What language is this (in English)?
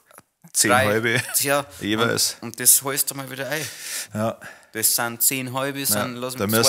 Bavarian